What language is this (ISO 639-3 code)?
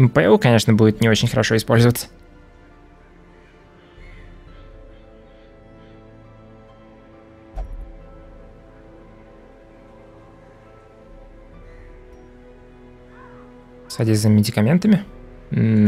rus